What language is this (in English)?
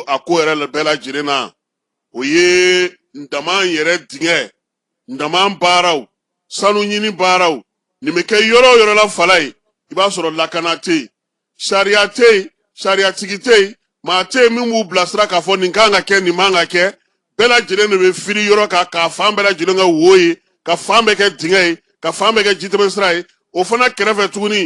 Bambara